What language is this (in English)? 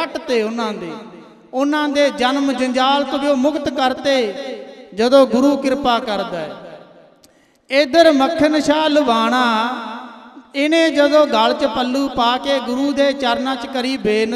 Punjabi